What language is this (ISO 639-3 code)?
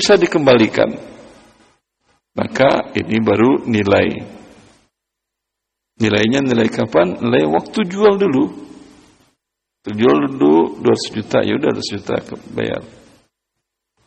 ind